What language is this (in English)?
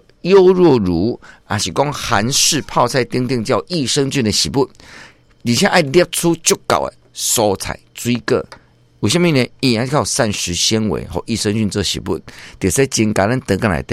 Min Nan Chinese